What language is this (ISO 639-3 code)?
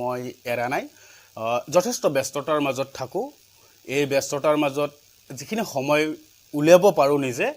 asm